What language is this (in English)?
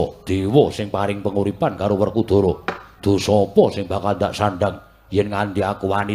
Javanese